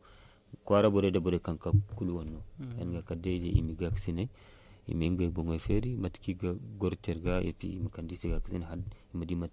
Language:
Zarma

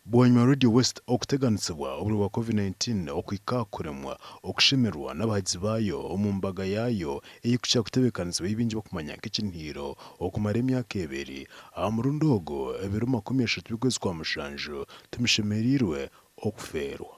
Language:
Nyankole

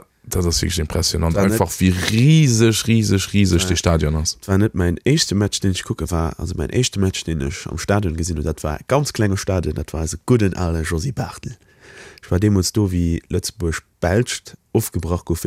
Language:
Luxembourgish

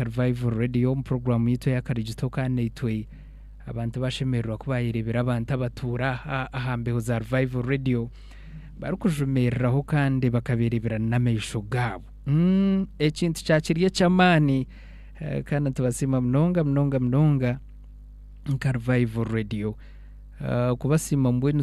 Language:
Nyankole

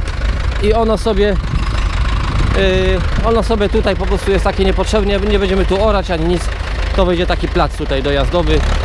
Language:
Polish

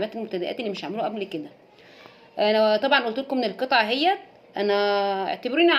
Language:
Egyptian Arabic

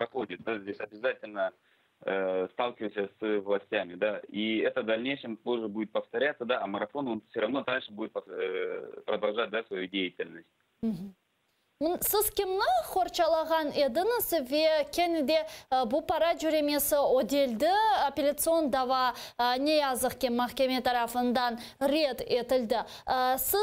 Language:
Crimean Tatar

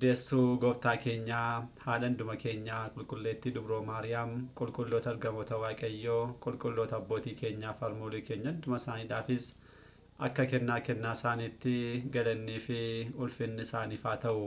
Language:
Oromo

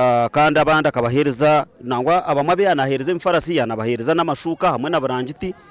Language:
Nyankole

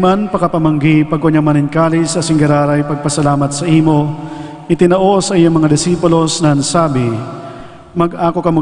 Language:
Bikol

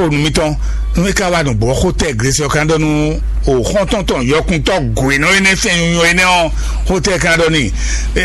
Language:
Fon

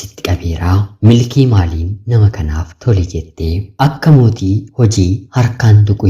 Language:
Oromo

